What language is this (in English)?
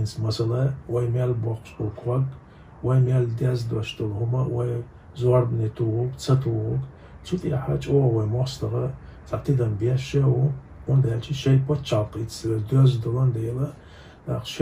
Chechen